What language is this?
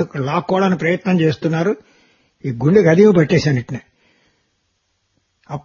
Telugu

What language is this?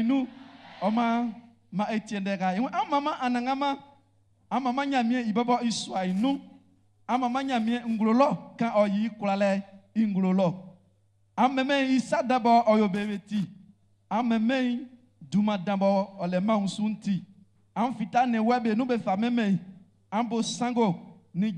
Baoulé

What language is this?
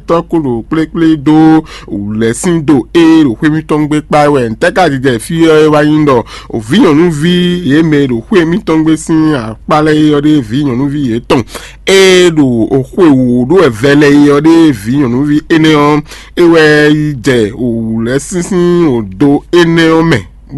Fon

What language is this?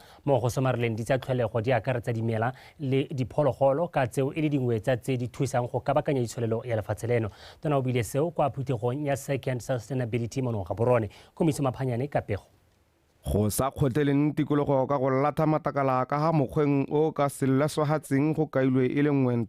Tswana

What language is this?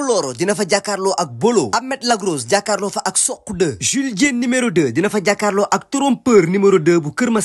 Wolof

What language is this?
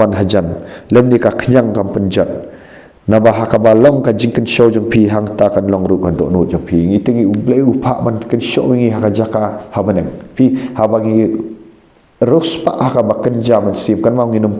Khasi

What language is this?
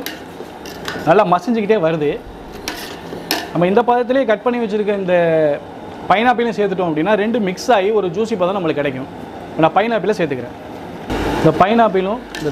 Tamil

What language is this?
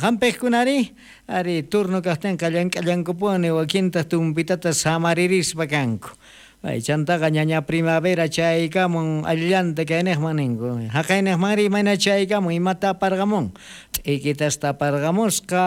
South Bolivian Quechua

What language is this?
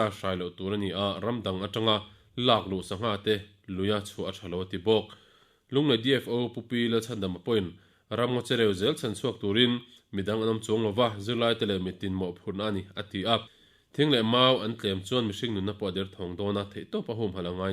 Mizo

